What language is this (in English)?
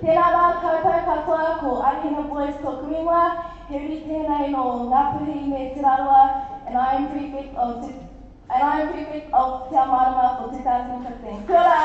Māori